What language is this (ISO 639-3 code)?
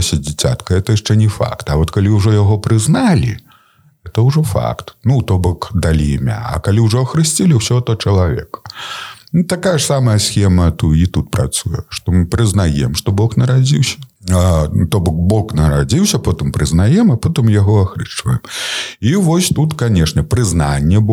bel